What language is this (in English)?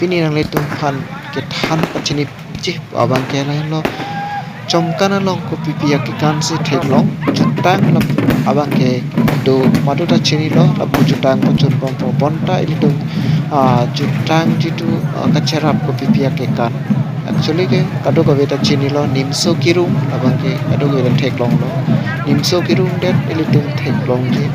Karbi